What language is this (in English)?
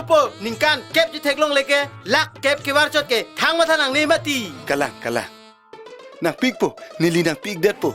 Karbi